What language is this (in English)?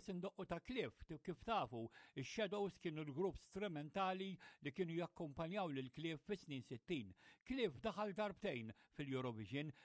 Maltese